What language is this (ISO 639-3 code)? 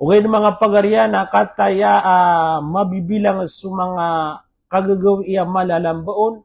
mrw